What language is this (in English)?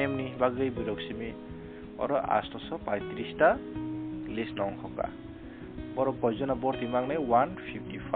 Kok Borok